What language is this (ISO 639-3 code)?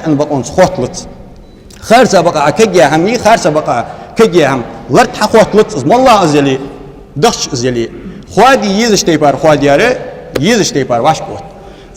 inh